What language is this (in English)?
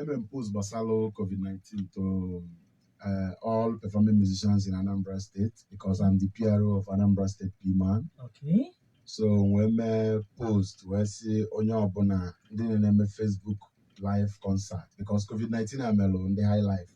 Igbo